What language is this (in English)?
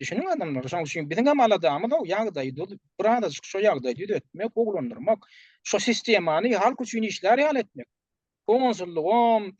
Turkmen